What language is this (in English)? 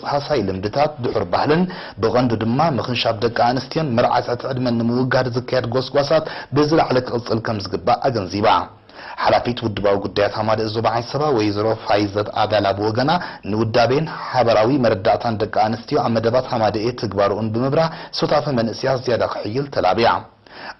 Tigrinya